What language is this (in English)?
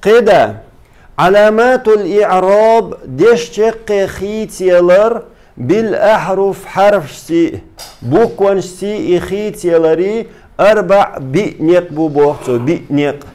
Chechen